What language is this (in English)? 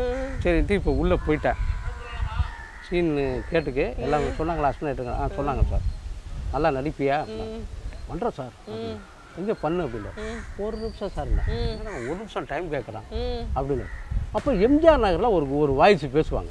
Tamil